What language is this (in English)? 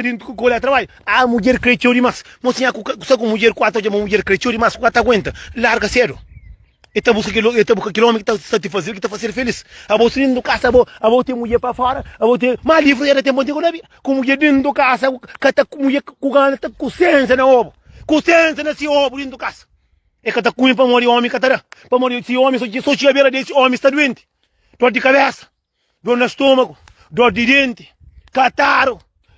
Kabuverdianu